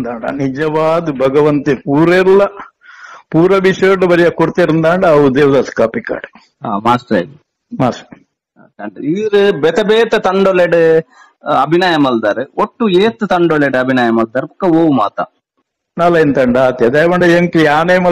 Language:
Tulu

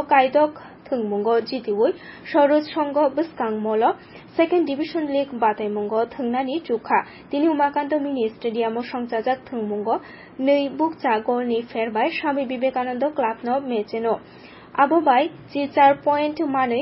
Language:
Kok Borok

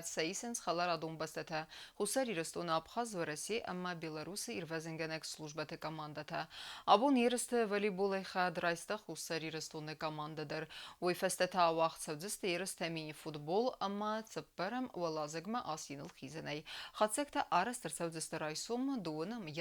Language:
Ossetic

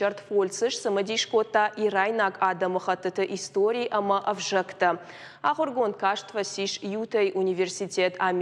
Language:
Ossetic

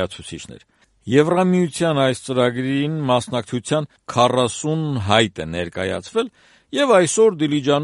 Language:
Armenian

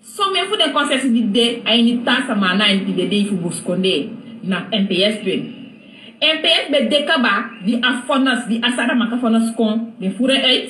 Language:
Sranan Tongo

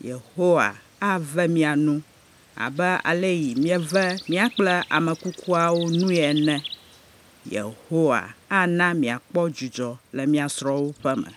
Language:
Ewe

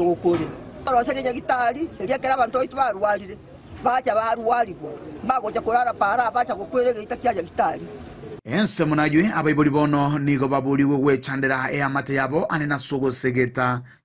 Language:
Gusii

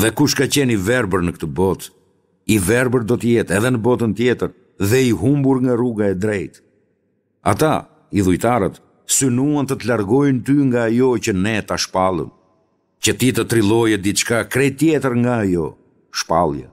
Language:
Albanian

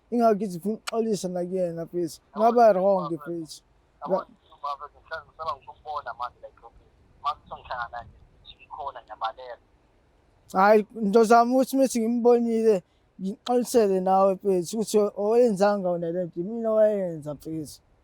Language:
Zulu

